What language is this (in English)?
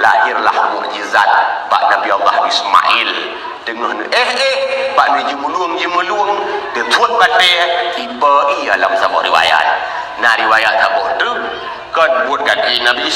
Achinese